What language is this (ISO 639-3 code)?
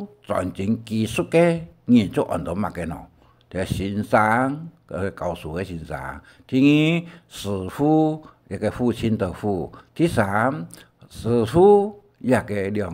hak